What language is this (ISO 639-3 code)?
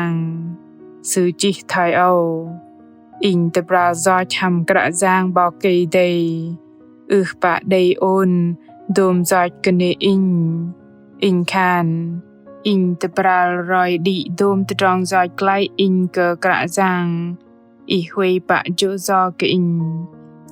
bdq